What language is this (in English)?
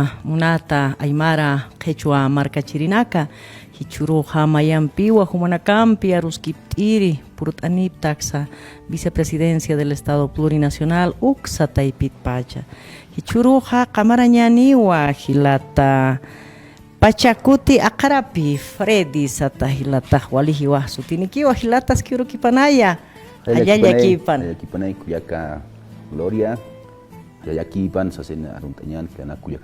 Aymara